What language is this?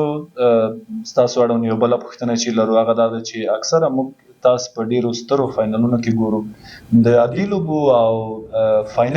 Pashto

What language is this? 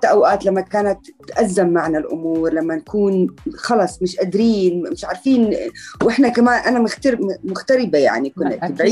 North Levantine Arabic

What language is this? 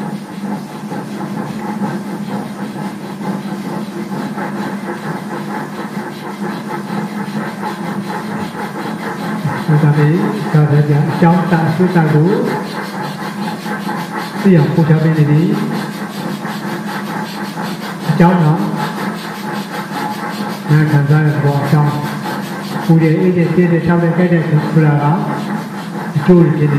Burmese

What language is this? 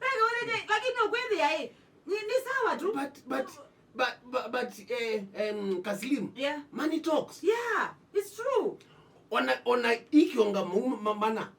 Kamba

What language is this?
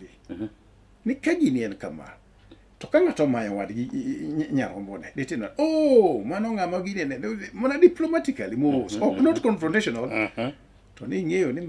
Luo (Kenya and Tanzania)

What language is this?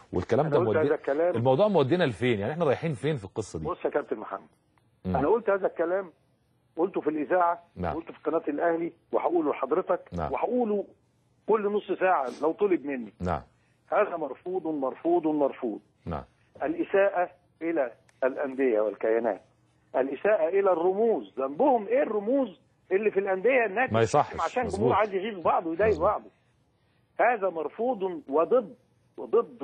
Egyptian Arabic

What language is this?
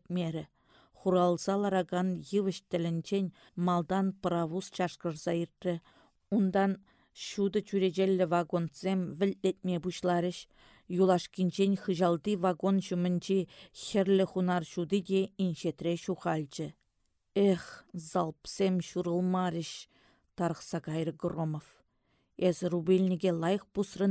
Chuvash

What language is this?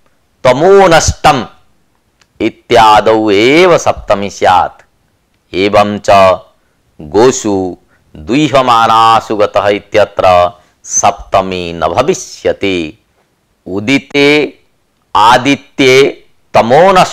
Sanskrit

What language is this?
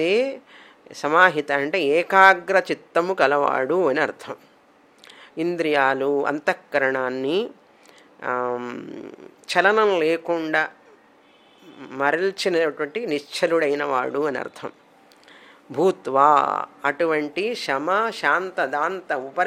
Telugu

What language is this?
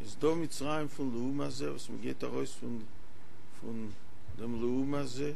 Yiddish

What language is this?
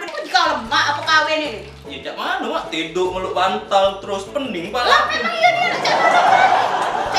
Musi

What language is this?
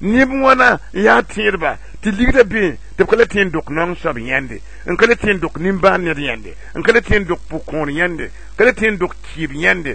Mossi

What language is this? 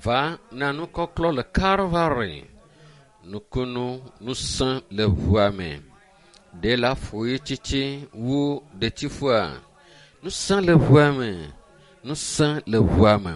Ewe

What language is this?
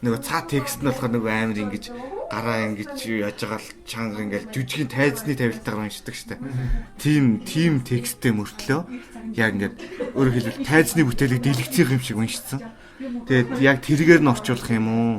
Mongolian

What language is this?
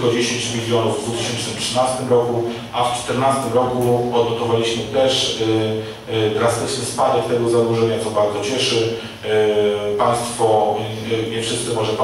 Polish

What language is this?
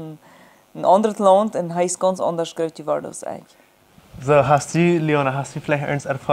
Plautdietsch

